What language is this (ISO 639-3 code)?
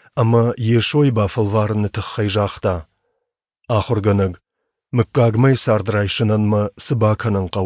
oss